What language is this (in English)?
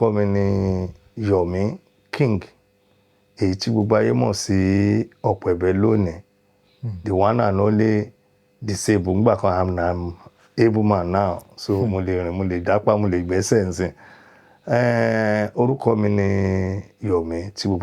Yoruba